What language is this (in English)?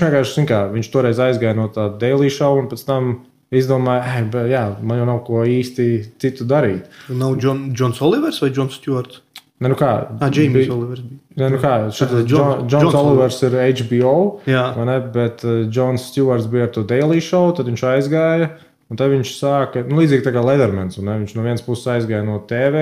Latvian